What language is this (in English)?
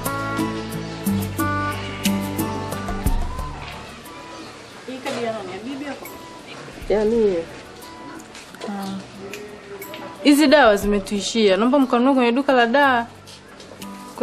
Swahili